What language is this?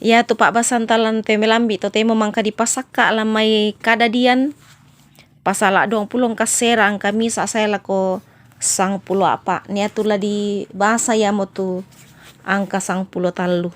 Toraja-Sa'dan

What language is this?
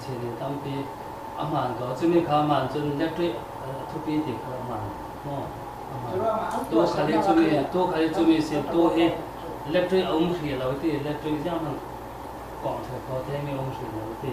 Falam Chin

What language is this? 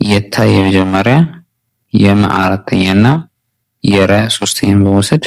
Amharic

